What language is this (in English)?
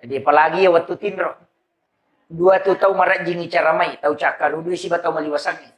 Buginese